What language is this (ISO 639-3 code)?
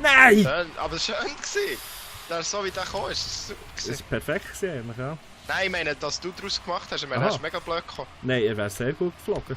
gsw